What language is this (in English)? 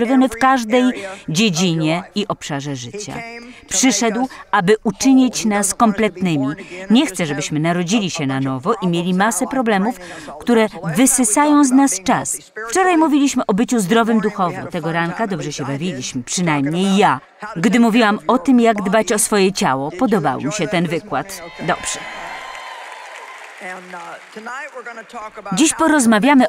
Polish